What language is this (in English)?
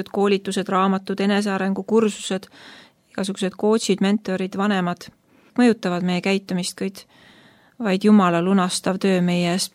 Estonian